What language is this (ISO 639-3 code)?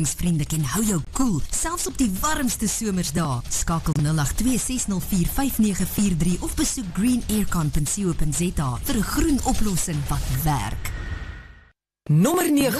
afr